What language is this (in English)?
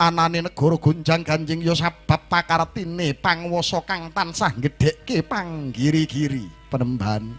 Javanese